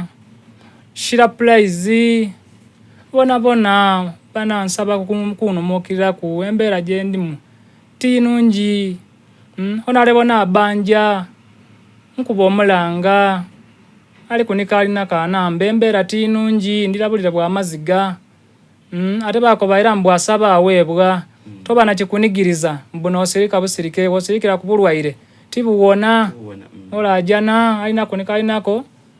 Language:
Soga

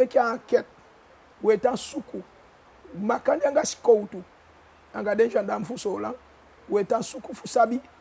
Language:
Eastern Maroon Creole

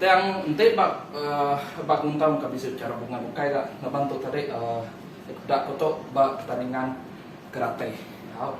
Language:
Iban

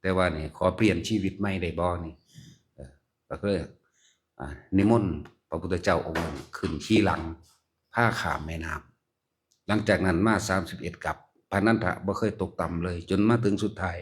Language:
Lao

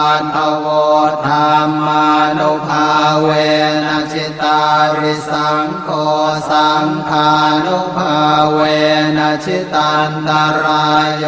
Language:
Pali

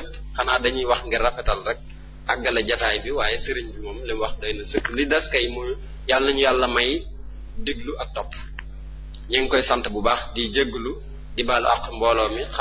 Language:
Wolof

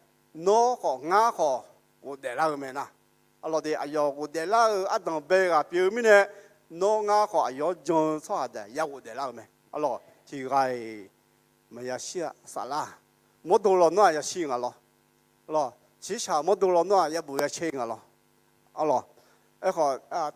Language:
Akha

